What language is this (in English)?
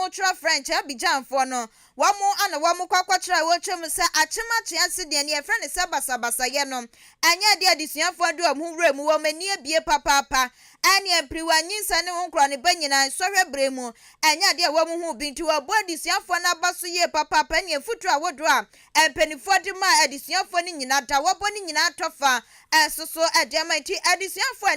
Akan